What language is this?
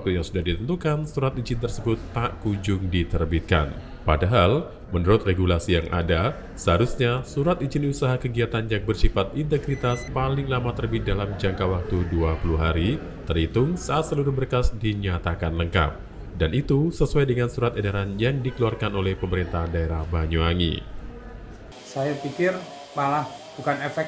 Indonesian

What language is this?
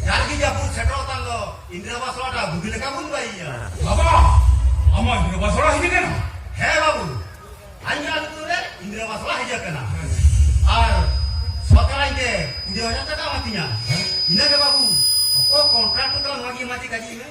Santali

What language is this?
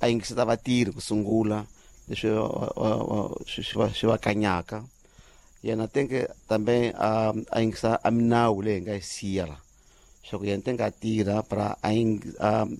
Tsonga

